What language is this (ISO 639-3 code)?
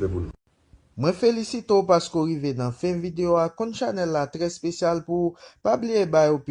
hat